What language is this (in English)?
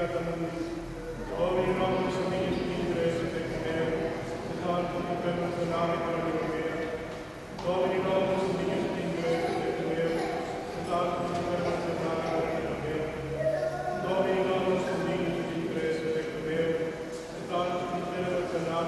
Spanish